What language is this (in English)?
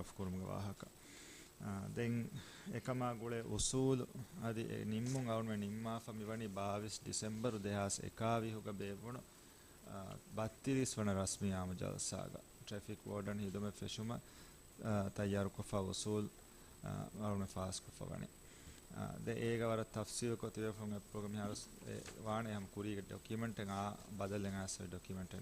Divehi